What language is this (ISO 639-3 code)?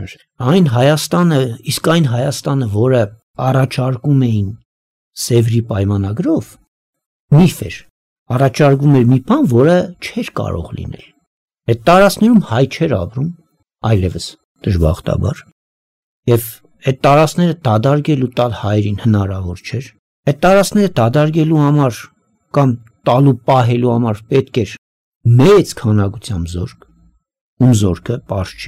hye